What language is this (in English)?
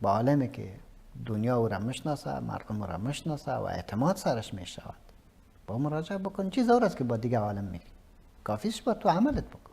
Persian